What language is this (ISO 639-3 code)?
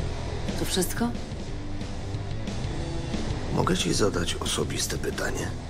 pol